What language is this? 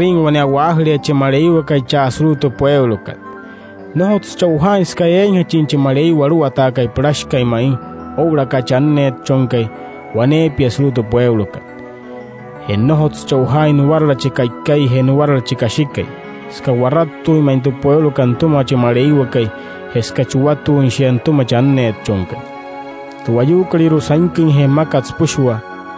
Wayuu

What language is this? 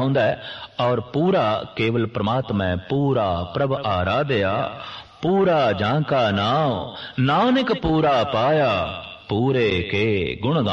Punjabi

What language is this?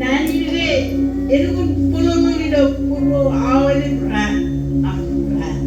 Marshallese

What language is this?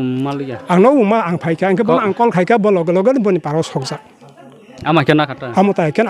Kok Borok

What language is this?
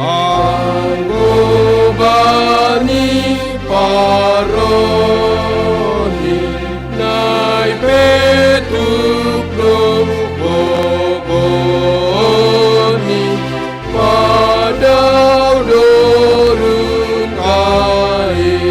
Batak Simalungun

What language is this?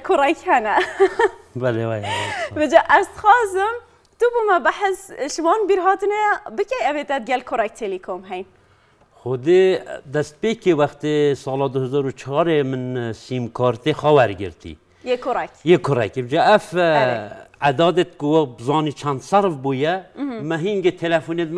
Kurdish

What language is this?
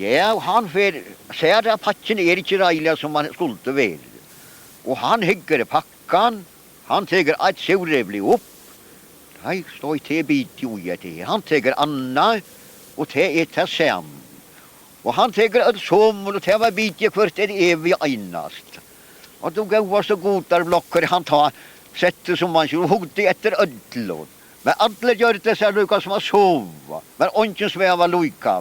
Faroese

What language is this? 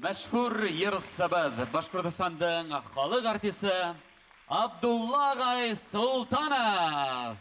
Bashkir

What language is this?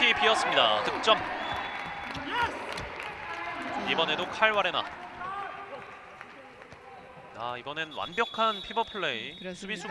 Korean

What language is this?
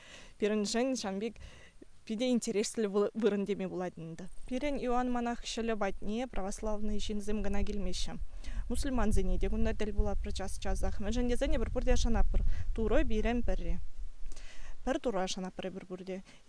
Chuvash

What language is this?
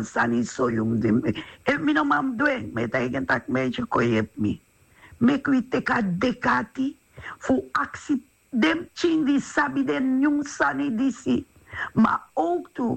Sranan Tongo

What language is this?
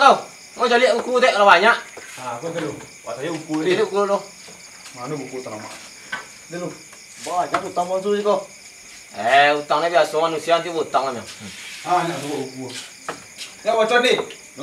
Minangkabau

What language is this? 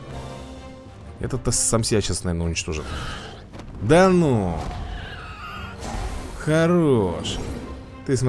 Russian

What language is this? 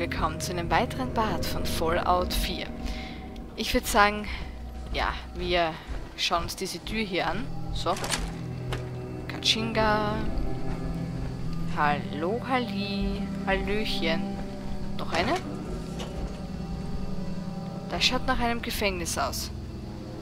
German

